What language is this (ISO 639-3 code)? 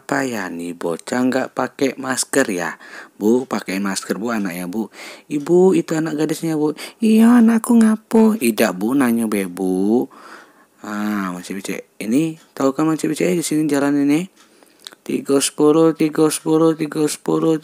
mui